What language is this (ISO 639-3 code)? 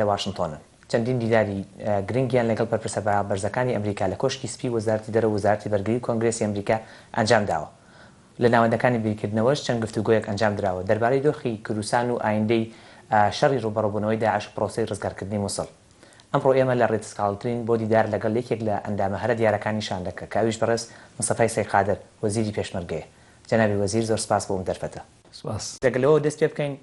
ckb